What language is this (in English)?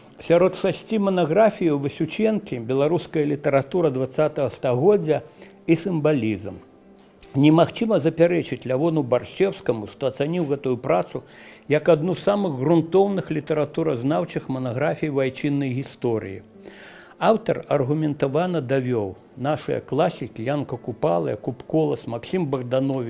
Belarusian